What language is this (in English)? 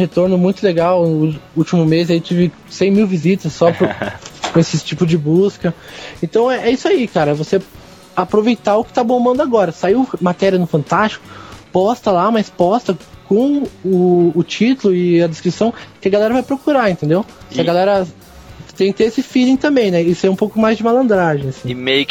Portuguese